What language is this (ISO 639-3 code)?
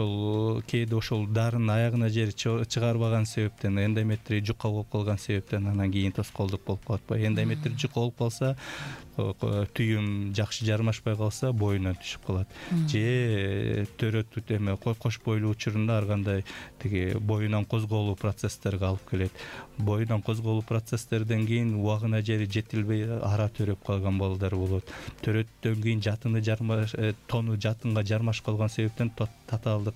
kir